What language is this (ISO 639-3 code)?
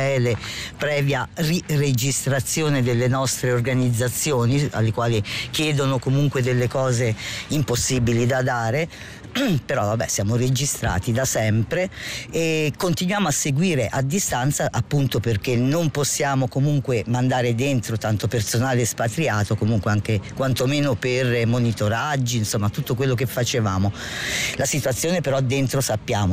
ita